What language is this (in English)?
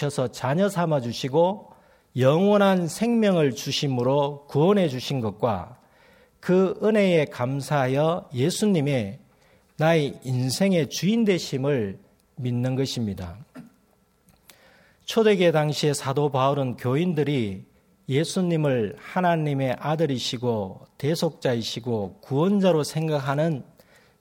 Korean